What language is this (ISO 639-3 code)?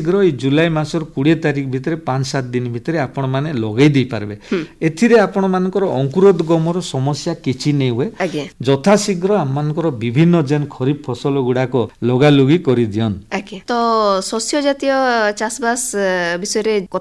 ori